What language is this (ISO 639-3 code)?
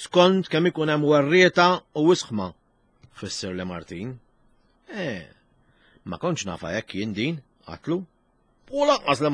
mlt